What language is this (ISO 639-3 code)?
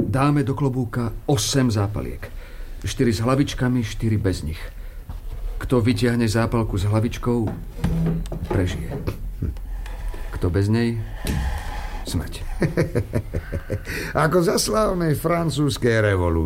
slk